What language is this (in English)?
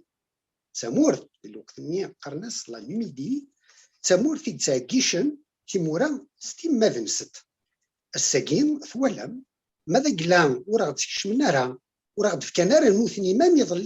Kabyle